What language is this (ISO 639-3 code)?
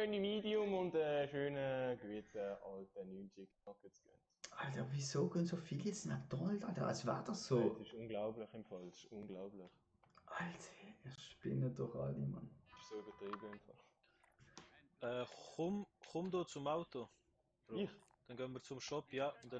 gsw